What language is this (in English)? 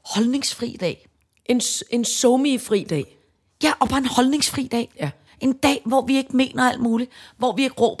Danish